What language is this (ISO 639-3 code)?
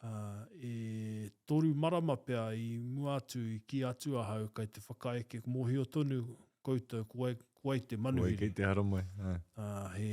mri